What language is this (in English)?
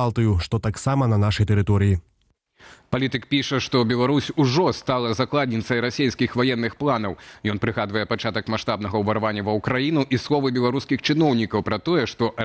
Belarusian